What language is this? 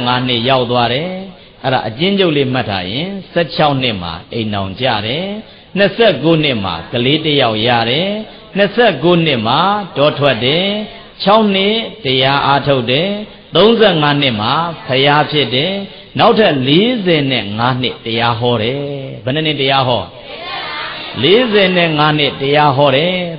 Burmese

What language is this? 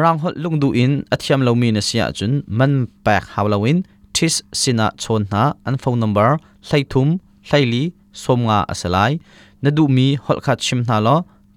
Hakha Chin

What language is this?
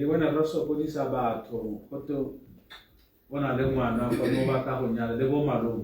Tswana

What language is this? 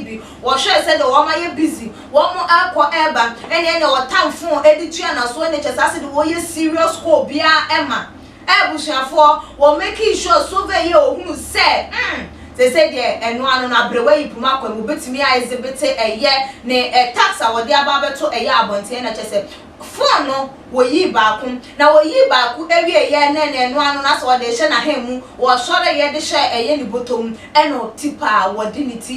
Akan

